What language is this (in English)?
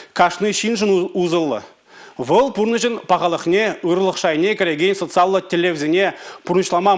Chuvash